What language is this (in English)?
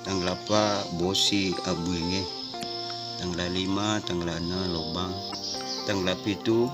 Buginese